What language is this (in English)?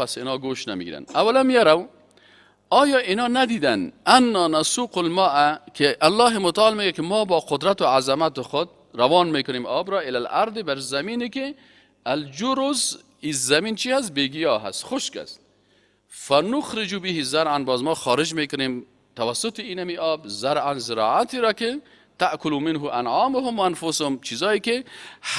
Persian